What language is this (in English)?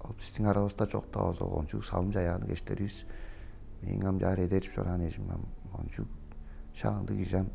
Tuvinian